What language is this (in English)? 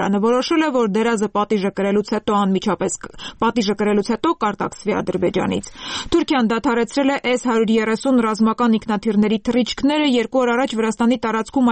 Armenian